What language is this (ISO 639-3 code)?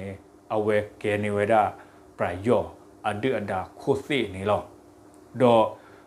ksw